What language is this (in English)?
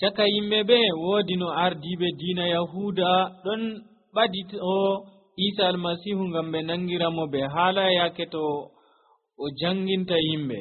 Nigerian Fulfulde